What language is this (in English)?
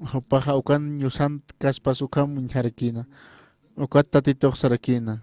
Aymara